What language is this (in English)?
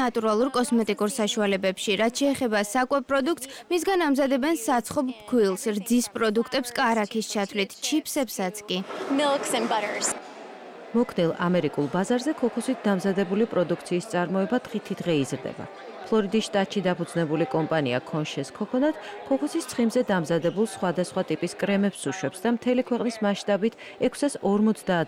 Georgian